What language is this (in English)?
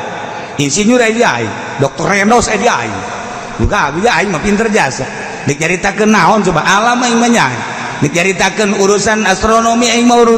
Sundanese